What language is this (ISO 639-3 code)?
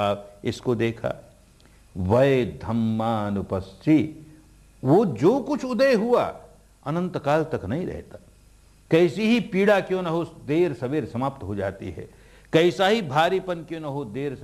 hin